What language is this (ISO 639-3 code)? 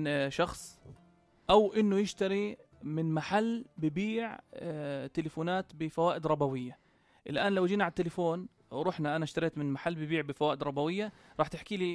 apc